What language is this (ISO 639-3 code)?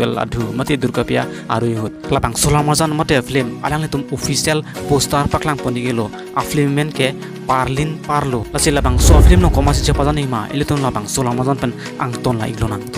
mjw